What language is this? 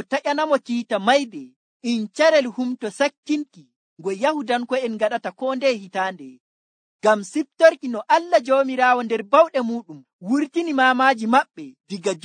Nigerian Fulfulde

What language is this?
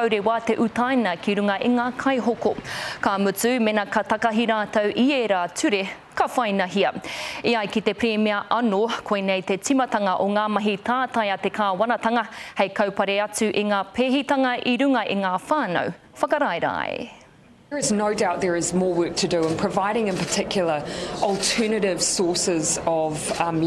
Māori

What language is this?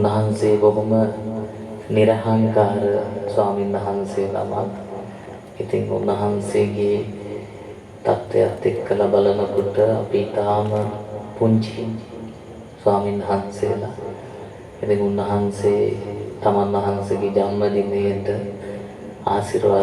Sinhala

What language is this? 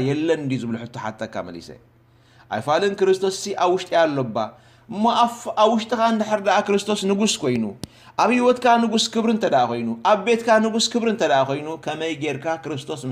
Tigrinya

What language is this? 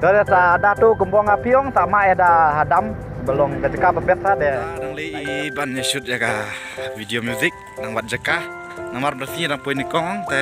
Khasi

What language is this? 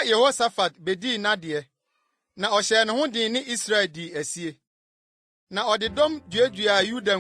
Akan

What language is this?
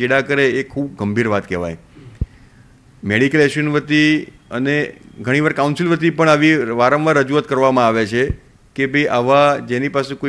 Gujarati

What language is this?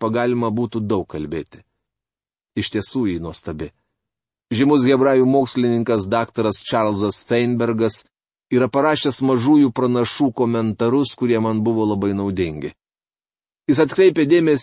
Lithuanian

